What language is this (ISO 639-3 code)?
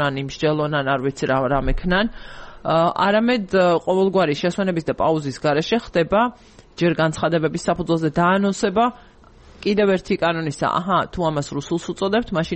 kat